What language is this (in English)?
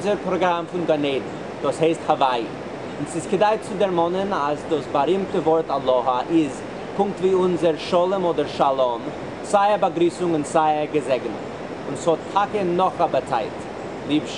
Yiddish